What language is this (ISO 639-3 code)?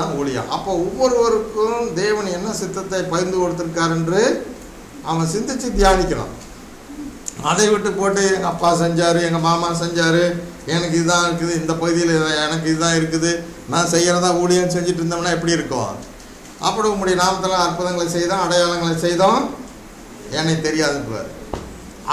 tam